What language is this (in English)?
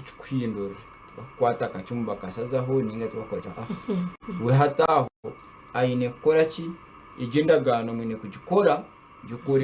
Nyankole